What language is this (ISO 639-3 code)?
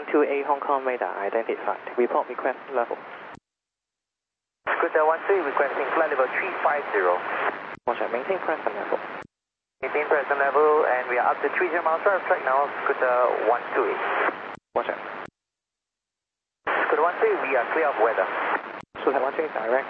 eng